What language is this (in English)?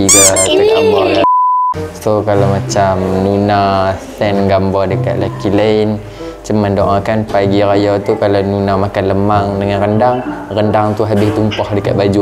Malay